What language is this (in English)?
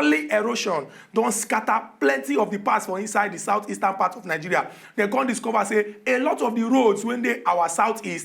Nigerian Pidgin